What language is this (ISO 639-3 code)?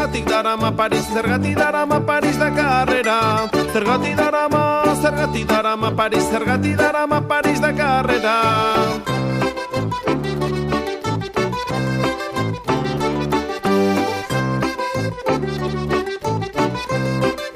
eus